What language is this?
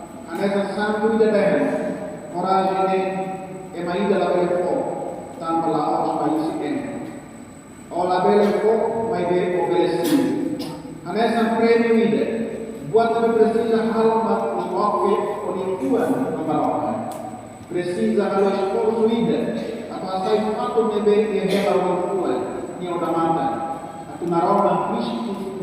Tetum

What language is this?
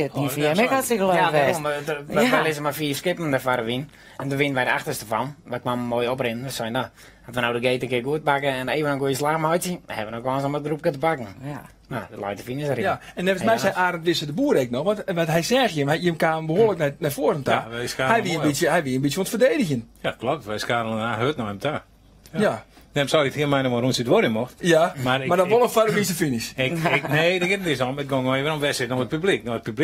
Western Frisian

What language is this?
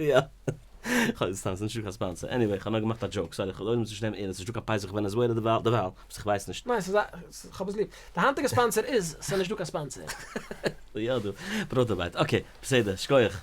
Yiddish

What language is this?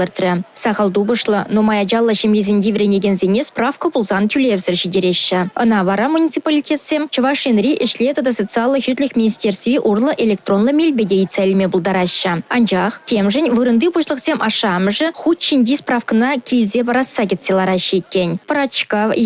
Chuvash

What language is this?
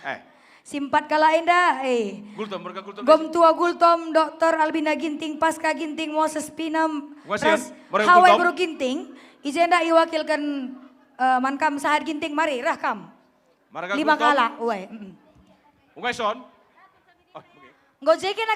Batak Karo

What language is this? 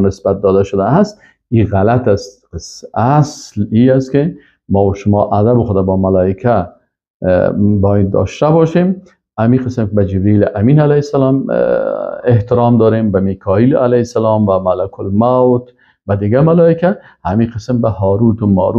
Persian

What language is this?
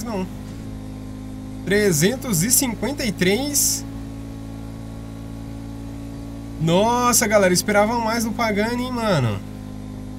Portuguese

